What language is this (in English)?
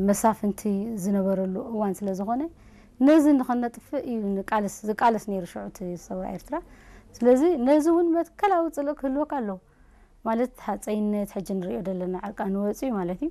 Tigrinya